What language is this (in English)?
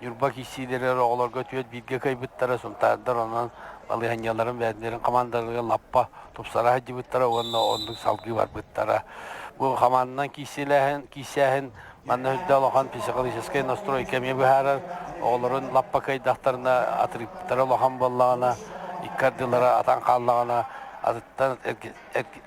Yakut